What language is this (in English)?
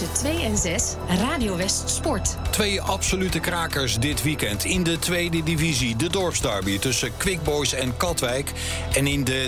Dutch